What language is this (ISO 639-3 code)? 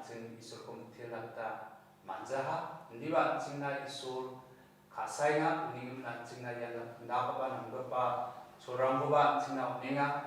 grt